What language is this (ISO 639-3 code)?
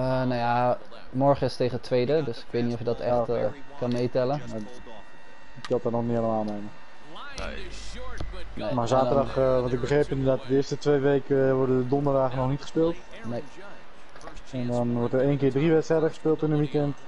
nld